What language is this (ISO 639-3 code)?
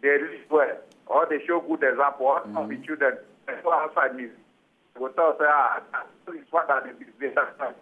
pcm